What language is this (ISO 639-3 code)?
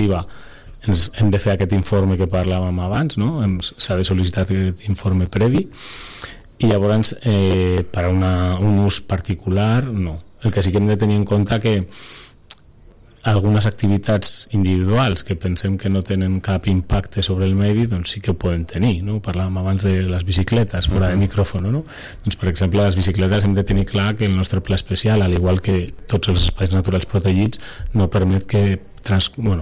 cat